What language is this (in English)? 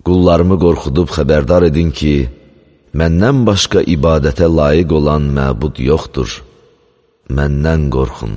Azerbaijani